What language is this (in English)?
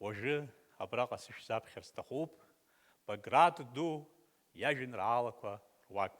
Abkhazian